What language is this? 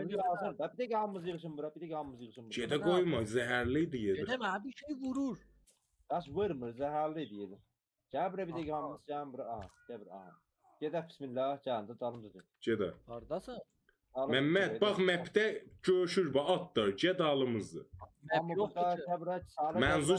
South Azerbaijani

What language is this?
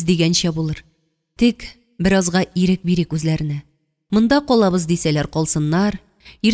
Tatar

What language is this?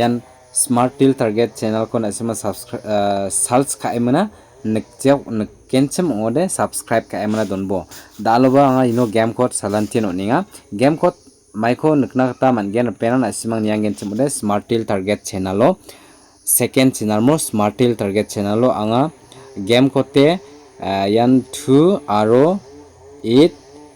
Garo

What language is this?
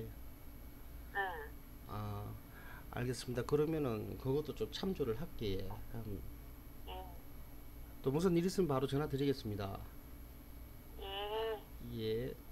Korean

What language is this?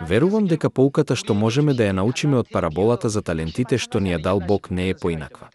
Macedonian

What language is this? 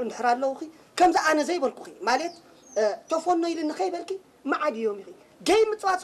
Tigrinya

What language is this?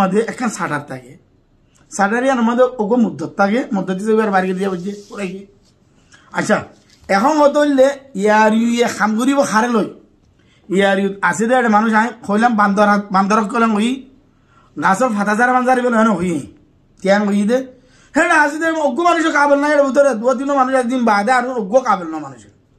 Rohingya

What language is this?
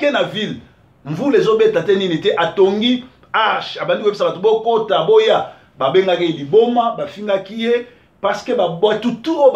Lingala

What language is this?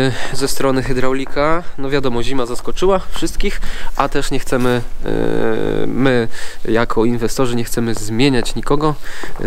Polish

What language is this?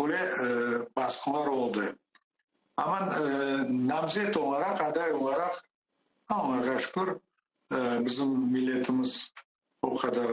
Crimean Tatar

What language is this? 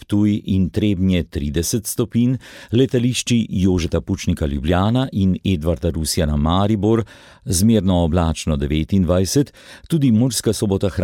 Slovenian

